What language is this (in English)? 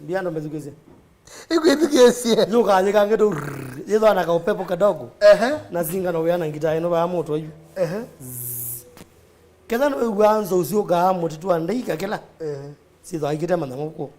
Kamba